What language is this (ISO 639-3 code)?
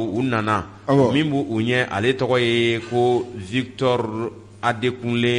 bam